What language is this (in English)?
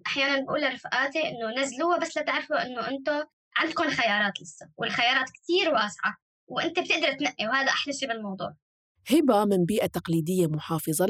North Levantine Arabic